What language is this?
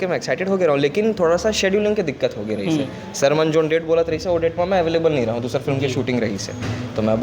Chhattisgarhi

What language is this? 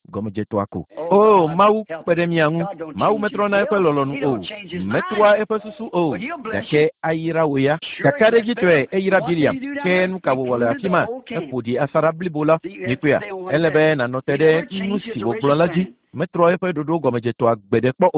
Ewe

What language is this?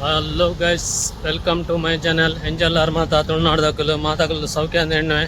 Tulu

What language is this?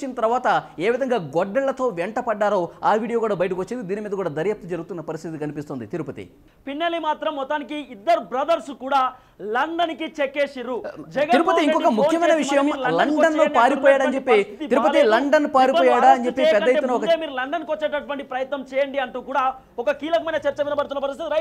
Telugu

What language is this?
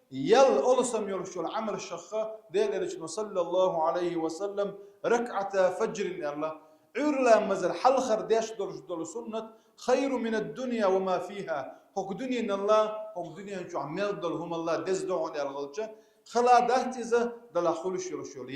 Chechen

